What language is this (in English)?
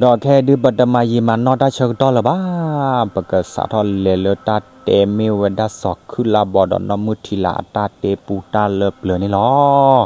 S'gaw Karen